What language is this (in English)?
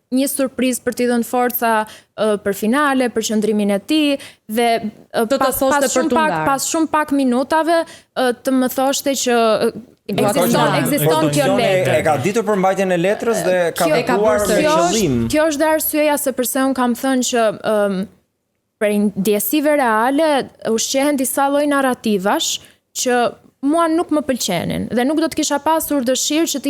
Albanian